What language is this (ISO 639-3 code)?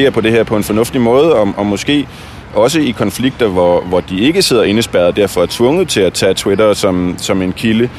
dan